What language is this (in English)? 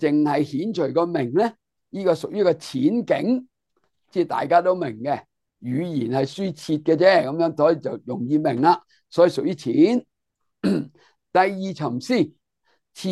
Cantonese